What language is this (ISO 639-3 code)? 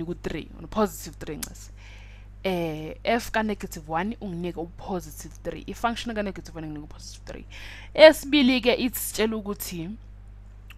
zul